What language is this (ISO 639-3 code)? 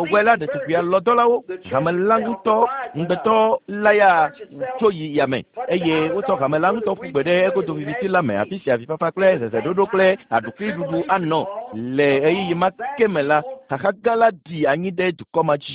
ewe